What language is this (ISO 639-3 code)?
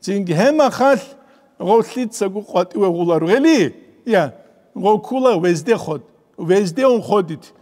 ava